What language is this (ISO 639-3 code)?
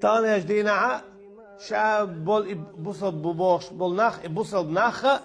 che